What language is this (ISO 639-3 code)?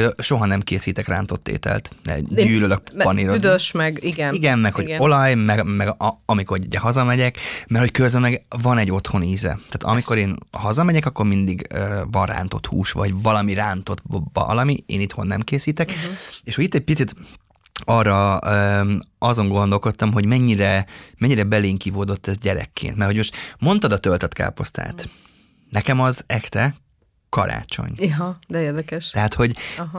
hun